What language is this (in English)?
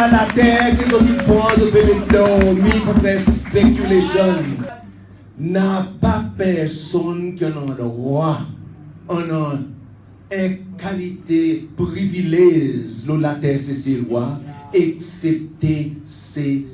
Seselwa Creole French